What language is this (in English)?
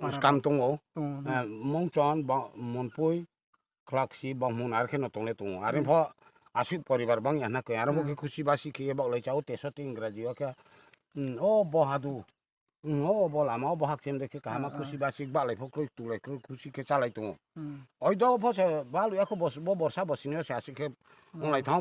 Riang (India)